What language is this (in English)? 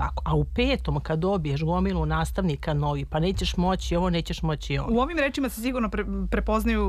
Serbian